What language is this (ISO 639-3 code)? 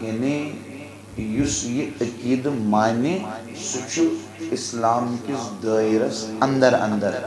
kas